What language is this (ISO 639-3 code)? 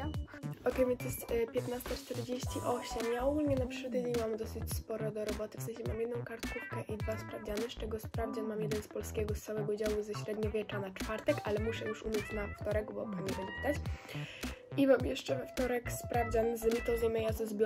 pol